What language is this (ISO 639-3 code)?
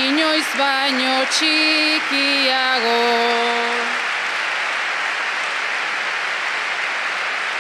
eus